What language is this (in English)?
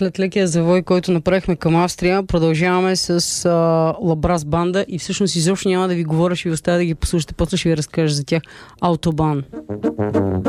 Bulgarian